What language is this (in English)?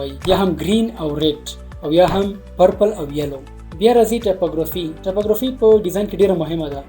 Pashto